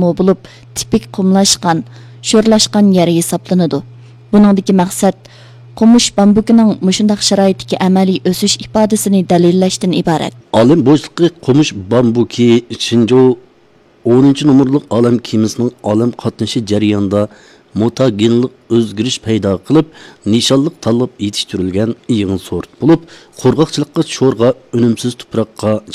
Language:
Uyghur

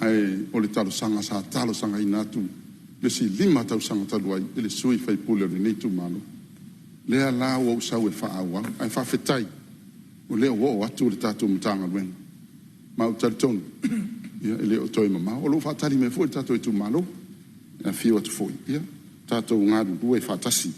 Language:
Samoan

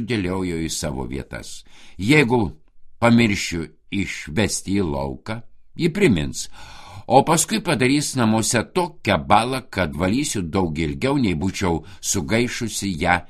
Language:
Lithuanian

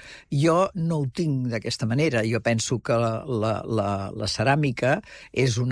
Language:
Catalan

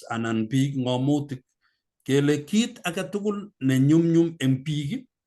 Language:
Kalenjin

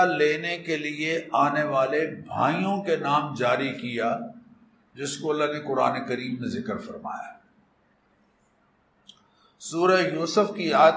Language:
Urdu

